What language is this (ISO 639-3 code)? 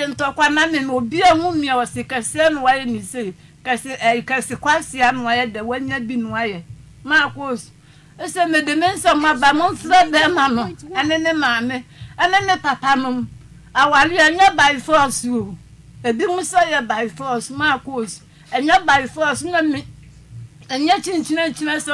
aka